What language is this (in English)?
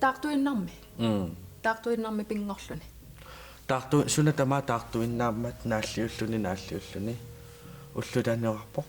Kalaallisut